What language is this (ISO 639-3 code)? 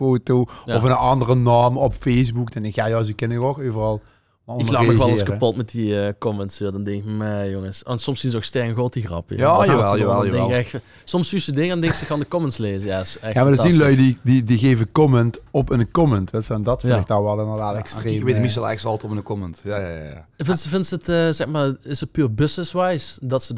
lim